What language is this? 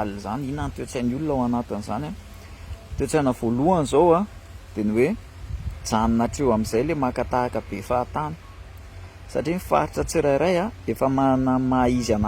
Malagasy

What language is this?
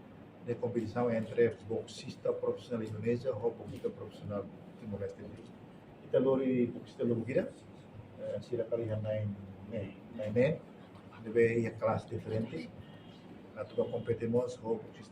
Tetum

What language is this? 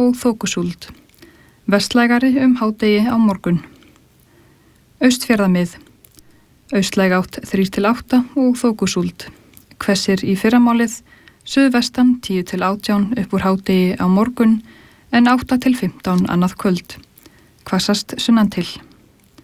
Icelandic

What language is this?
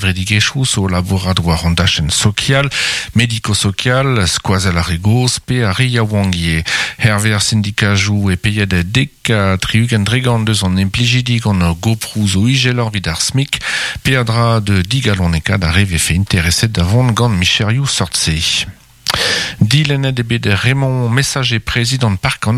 Breton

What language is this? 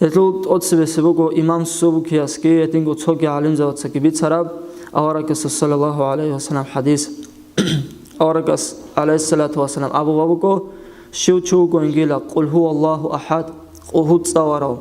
Avaric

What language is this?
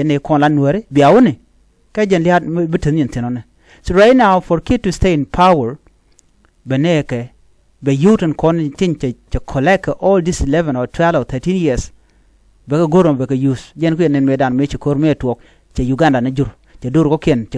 Nuer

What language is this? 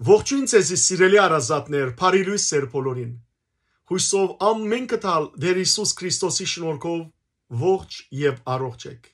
Western Armenian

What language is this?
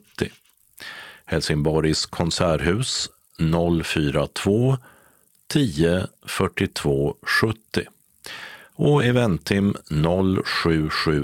Swedish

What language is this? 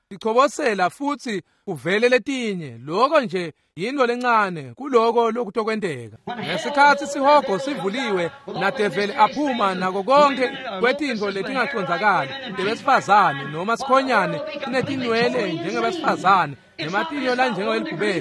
Swati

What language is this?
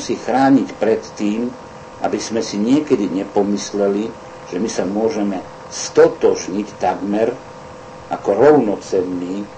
Slovak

